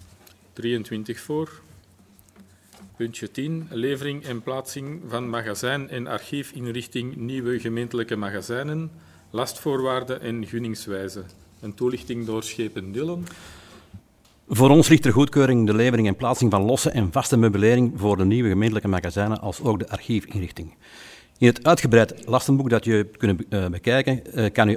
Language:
Dutch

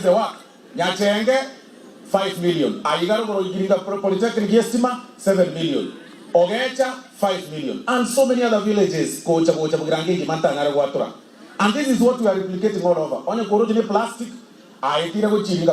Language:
Gusii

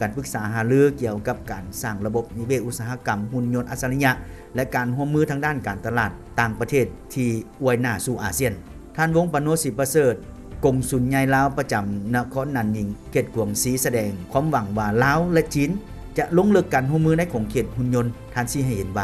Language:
Lao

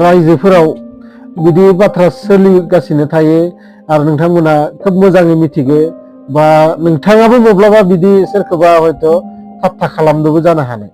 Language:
Bodo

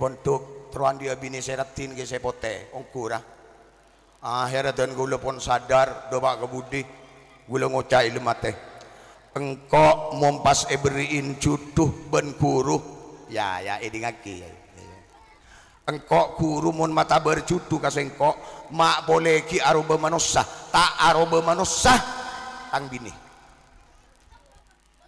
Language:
Madurese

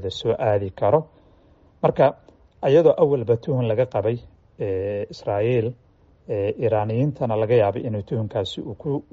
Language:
Somali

